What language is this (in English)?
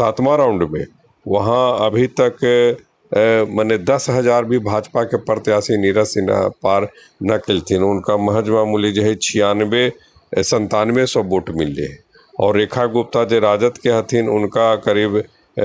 Magahi